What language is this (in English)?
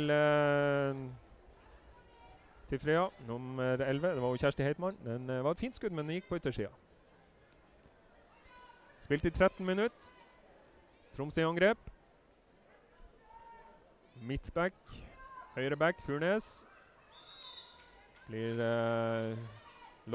Norwegian